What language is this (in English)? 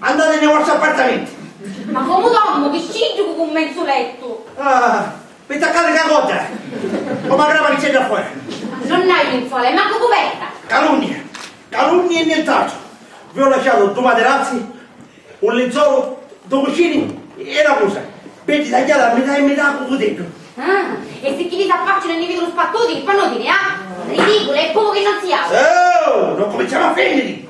Sicilian